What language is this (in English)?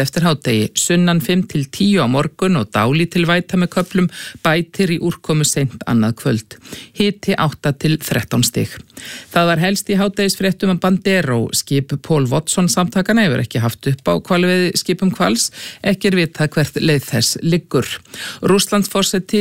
Icelandic